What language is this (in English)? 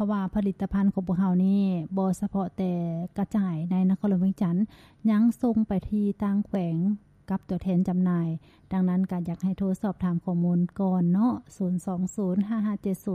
Lao